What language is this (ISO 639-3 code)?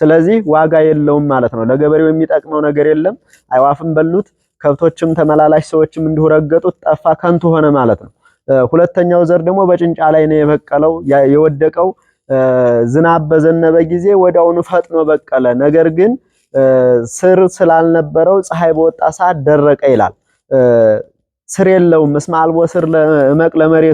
amh